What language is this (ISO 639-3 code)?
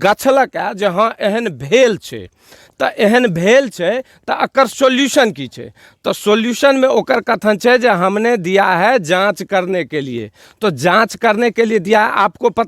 mai